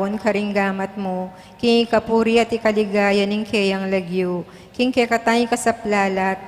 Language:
Pampanga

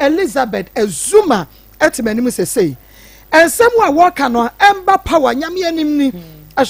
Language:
Akan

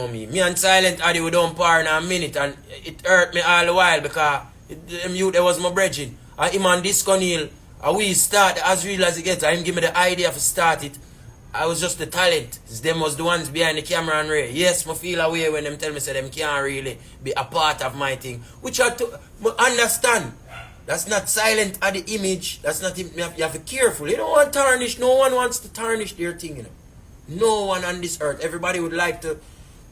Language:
Jamaican Creole English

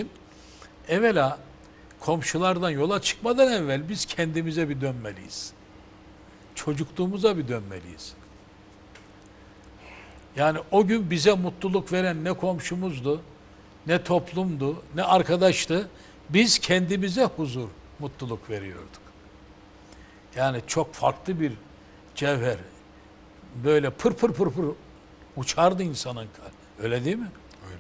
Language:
Turkish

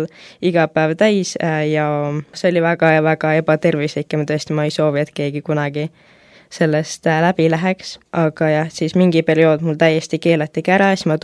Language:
Estonian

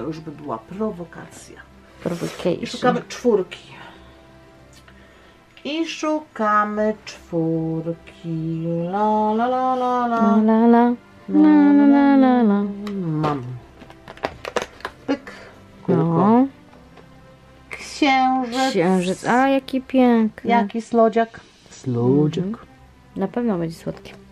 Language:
Polish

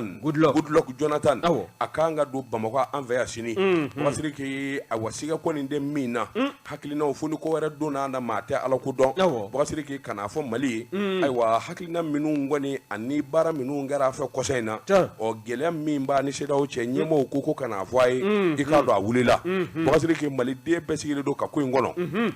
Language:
Bambara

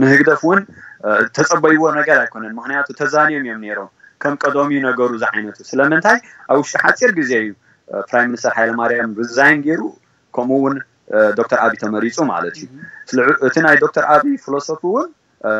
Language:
Tigrinya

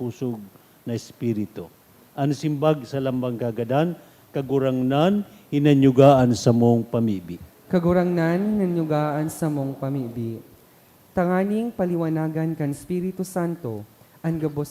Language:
Bikol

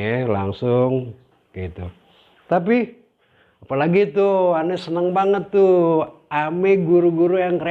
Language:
Betawi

